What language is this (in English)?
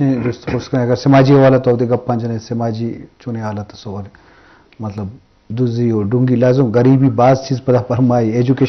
Eastern Balochi